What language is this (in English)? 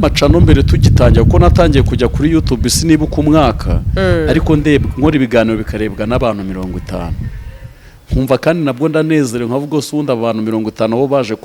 Kinyarwanda